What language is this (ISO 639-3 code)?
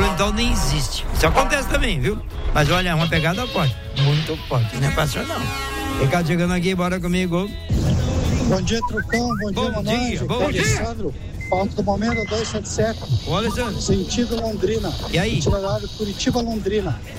por